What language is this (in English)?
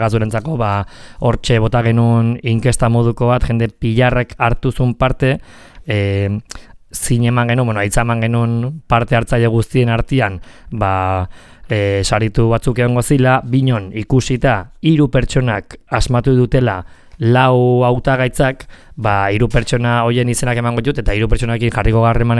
Basque